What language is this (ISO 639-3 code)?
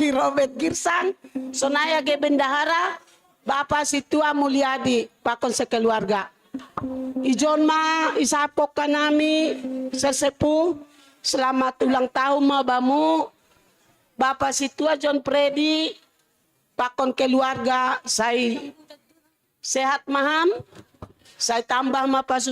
bts